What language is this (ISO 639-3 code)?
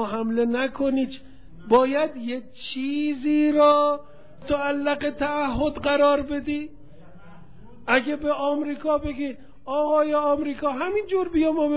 fas